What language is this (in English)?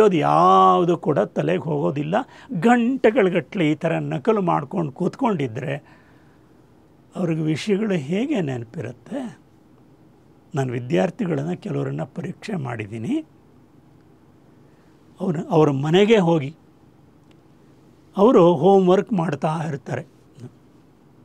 Kannada